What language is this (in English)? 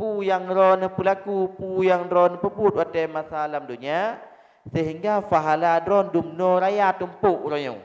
Achinese